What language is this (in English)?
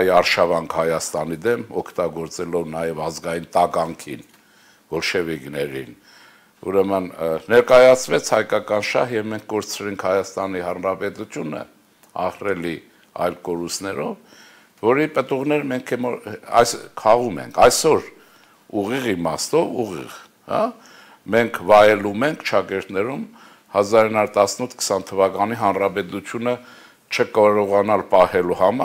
Armenian